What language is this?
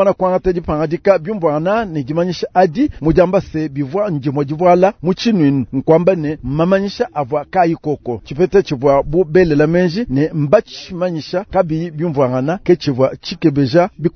Luba-Lulua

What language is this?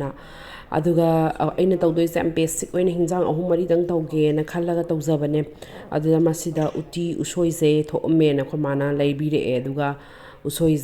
Manipuri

